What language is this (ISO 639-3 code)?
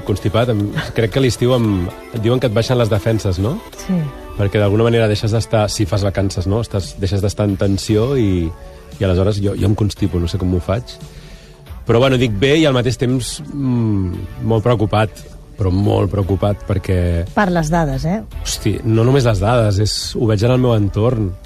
cat